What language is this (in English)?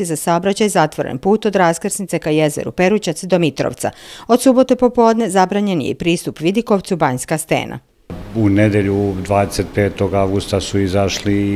Serbian